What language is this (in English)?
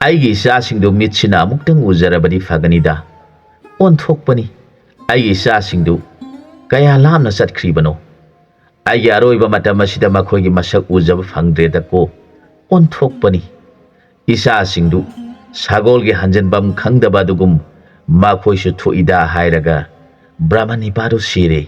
Manipuri